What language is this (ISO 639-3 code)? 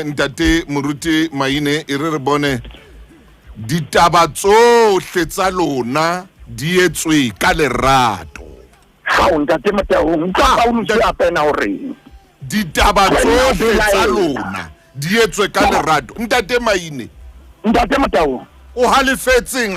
sot